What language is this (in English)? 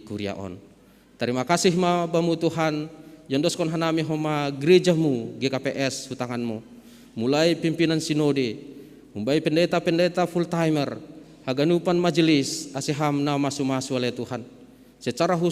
Batak Simalungun